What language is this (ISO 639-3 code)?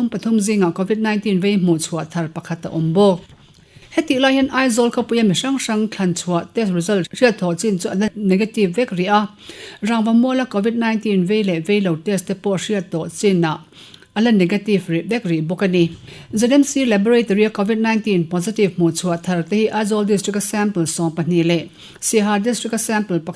lus